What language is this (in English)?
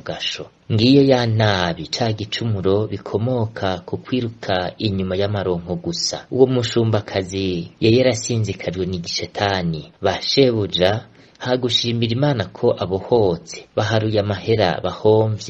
Rundi